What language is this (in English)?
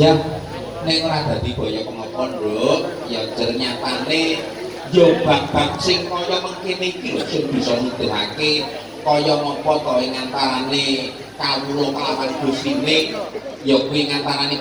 Javanese